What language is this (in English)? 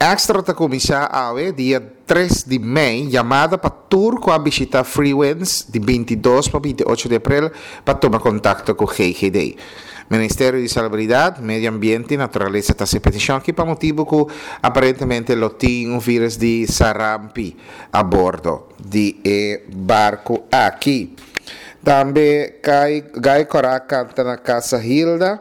Papiamento